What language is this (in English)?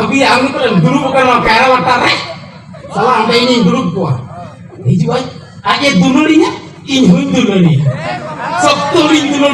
Santali